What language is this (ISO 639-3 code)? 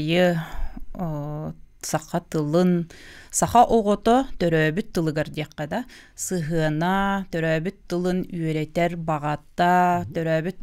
sah